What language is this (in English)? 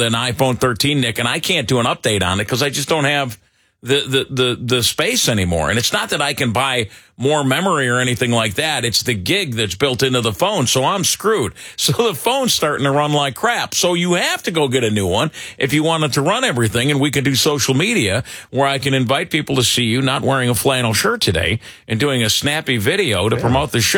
English